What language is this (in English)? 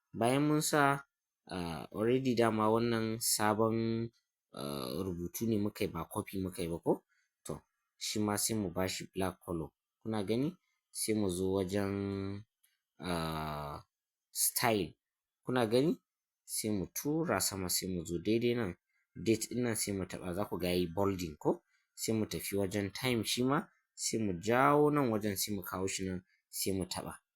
Hausa